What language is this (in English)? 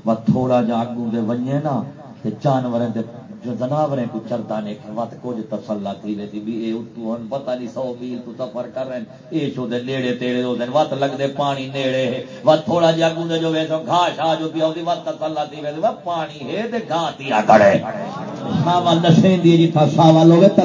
Saraiki